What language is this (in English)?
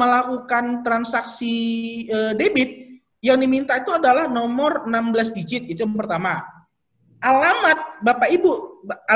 Indonesian